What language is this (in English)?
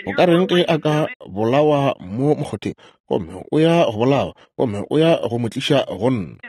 Northern Sotho